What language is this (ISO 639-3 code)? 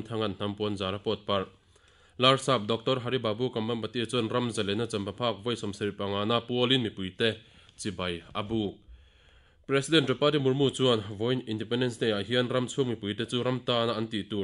lus